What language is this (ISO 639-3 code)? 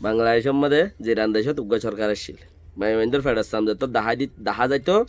rhg